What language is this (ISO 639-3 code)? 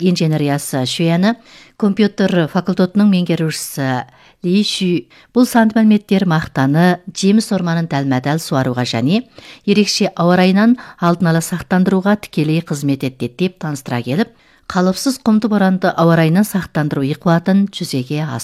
kaz